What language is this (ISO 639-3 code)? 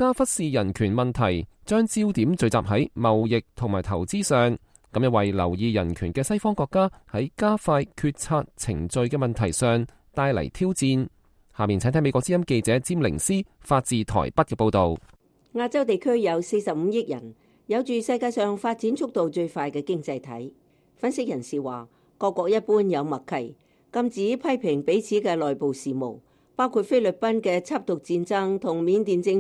yue